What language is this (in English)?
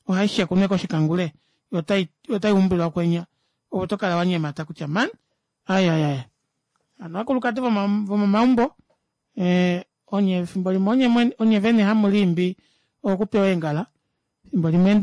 Kuanyama